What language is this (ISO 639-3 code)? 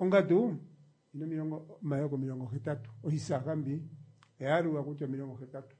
kua